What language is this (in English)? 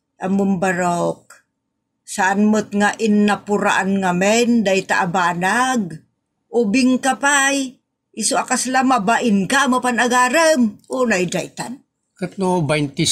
Iloko